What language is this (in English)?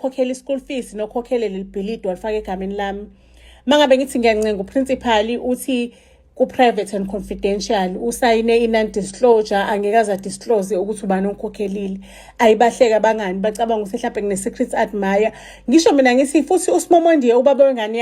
Zulu